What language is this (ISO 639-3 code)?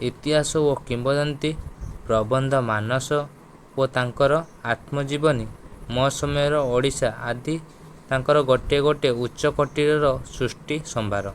ori